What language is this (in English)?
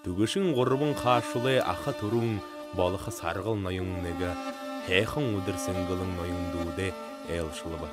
Buriat